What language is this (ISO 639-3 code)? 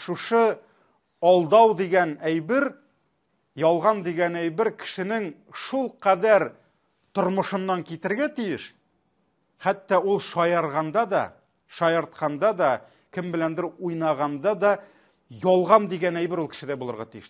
tat